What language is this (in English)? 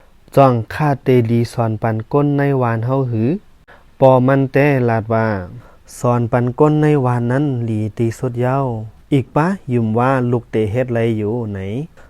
Shan